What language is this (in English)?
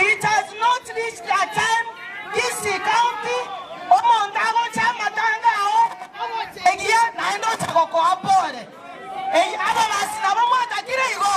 Gusii